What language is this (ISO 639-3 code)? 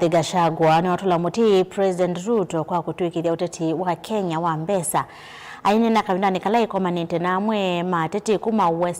kam